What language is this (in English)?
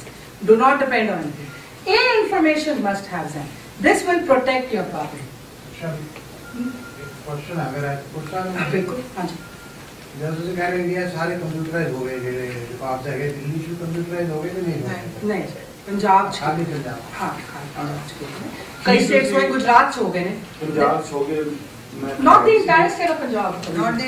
Punjabi